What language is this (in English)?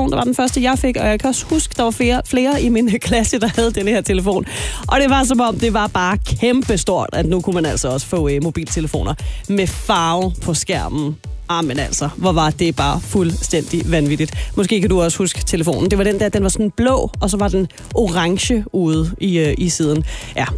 Danish